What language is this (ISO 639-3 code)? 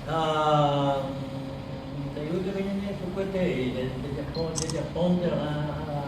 grn